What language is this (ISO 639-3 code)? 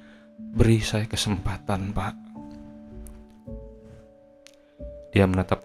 ind